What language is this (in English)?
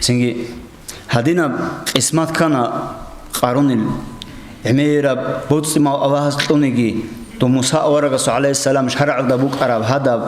Avaric